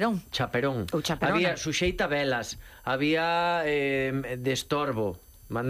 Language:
Galician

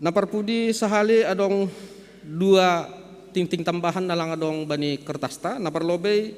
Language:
Batak Simalungun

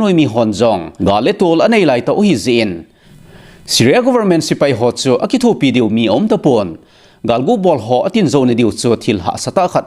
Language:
Thado Chin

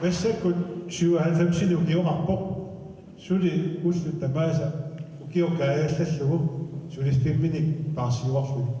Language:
Kalaallisut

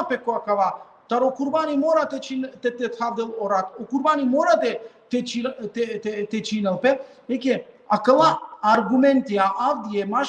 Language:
Balkan Romani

